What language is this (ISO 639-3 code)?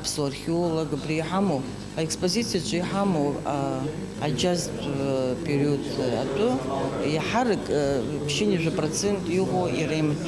abk